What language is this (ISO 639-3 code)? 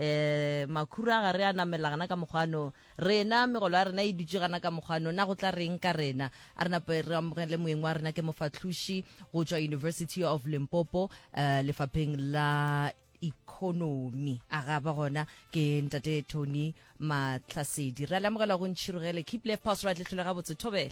nso